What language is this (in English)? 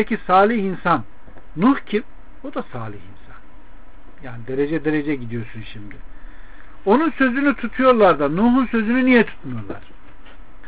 Turkish